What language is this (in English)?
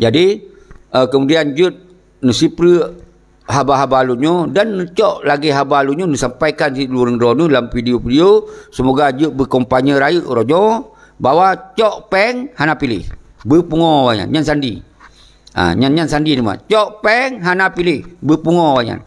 Achinese